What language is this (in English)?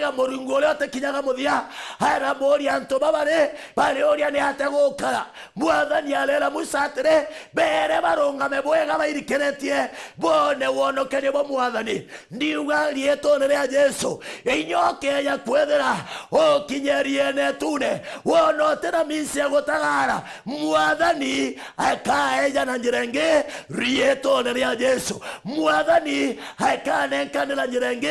Meru